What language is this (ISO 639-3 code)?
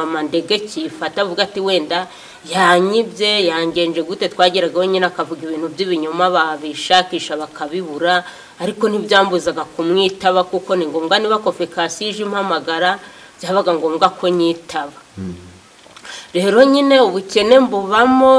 kin